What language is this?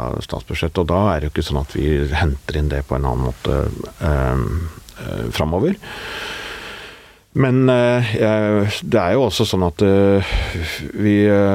Norwegian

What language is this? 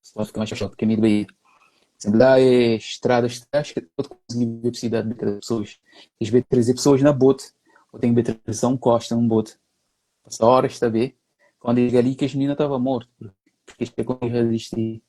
Kabuverdianu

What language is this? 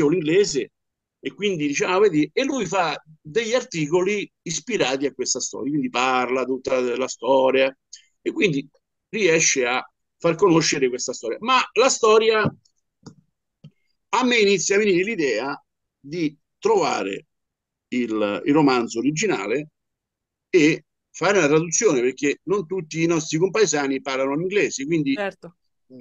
Italian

